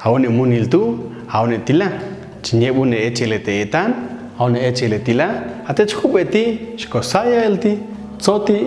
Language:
Popti'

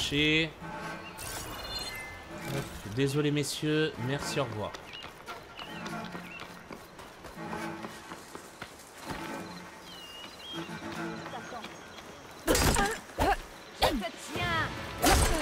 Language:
French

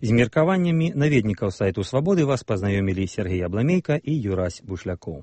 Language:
Belarusian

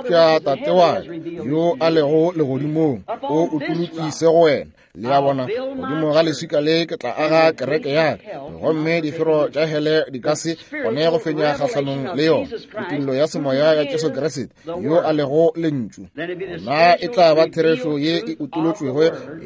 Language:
Northern Sotho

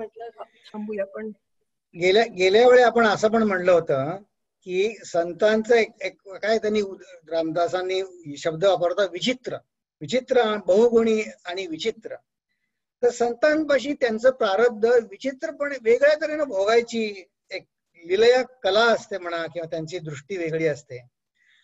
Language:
Marathi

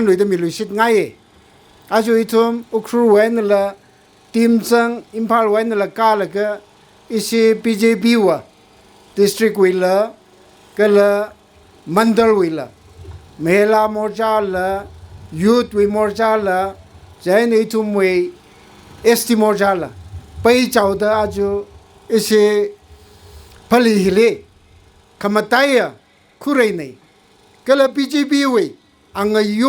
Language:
Tangkhul Naga (India)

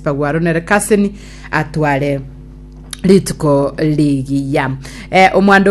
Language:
Gusii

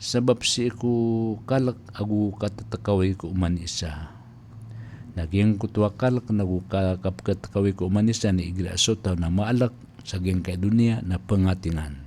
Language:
Maranao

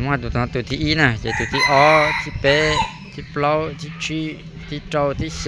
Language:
Hmong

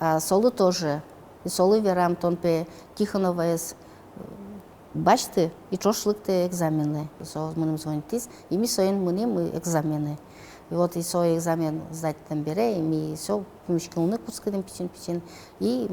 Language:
Udmurt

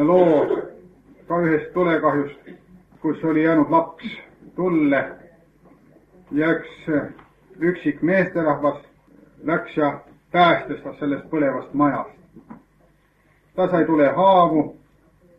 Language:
Estonian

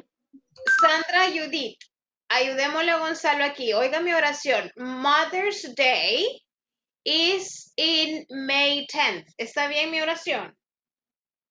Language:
Spanish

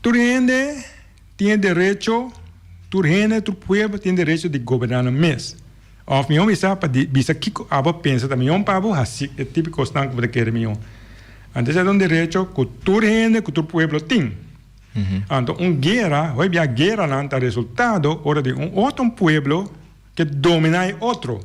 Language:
Papiamento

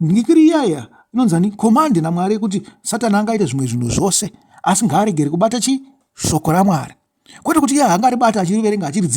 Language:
Shona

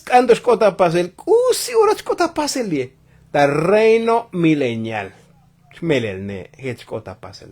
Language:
Tzotzil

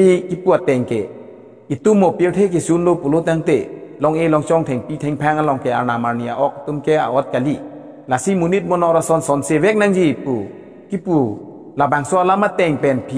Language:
Karbi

